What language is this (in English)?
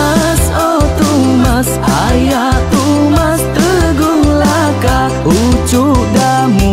Iban